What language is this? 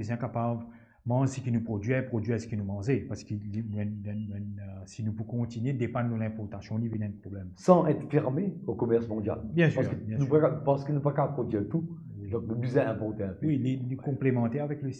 Morisyen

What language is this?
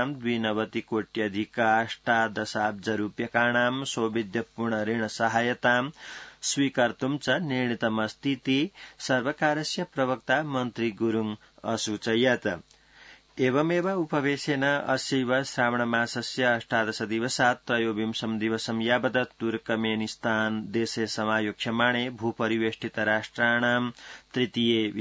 Sanskrit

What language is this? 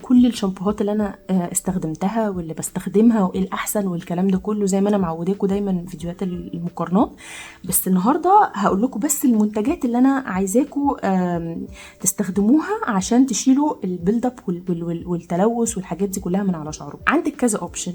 Egyptian Arabic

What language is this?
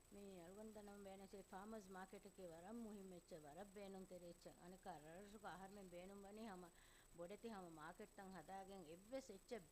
Divehi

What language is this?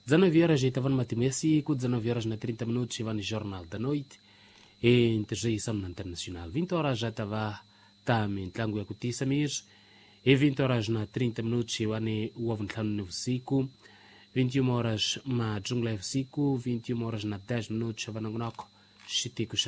Tsonga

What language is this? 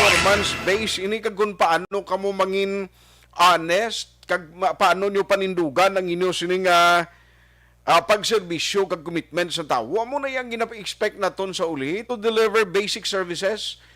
Hiligaynon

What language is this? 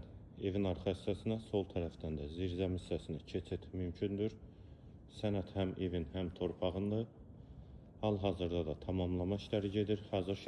Azerbaijani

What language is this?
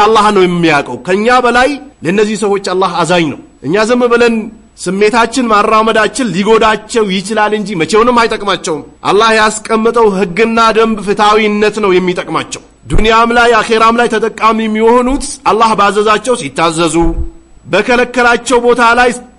Amharic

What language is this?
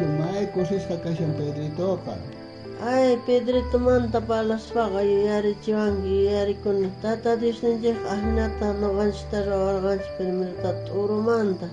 South Bolivian Quechua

